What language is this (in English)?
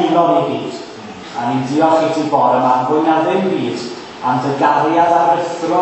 Welsh